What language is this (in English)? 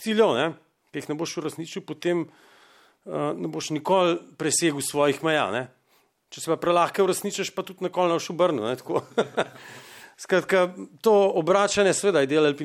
Slovenian